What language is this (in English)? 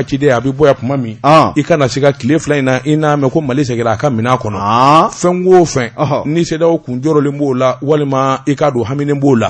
Bambara